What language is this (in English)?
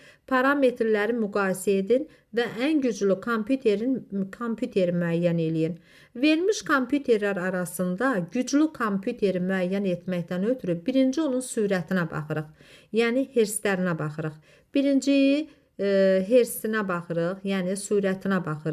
Azerbaijani